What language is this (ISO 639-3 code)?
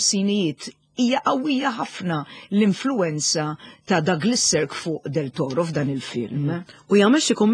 mlt